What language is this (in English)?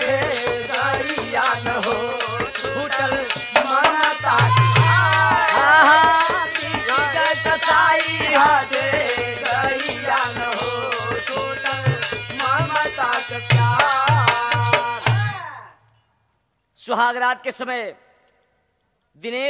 Bhojpuri